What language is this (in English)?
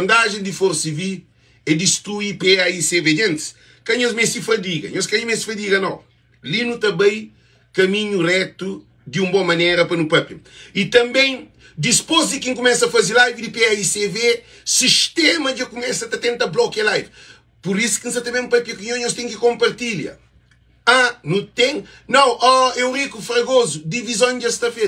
Kabuverdianu